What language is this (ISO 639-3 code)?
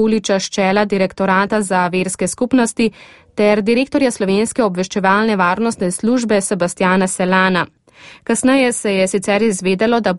slv